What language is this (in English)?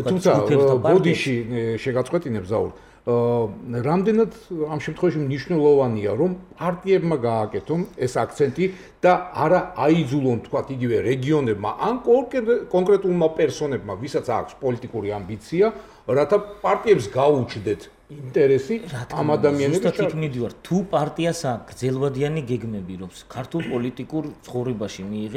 Georgian